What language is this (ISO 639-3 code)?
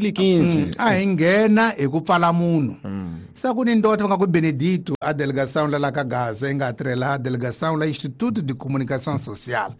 tso